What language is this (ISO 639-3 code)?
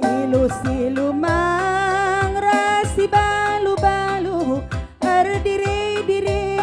btx